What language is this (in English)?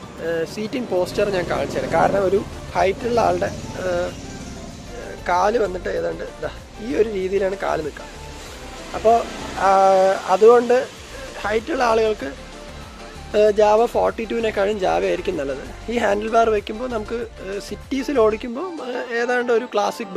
Malayalam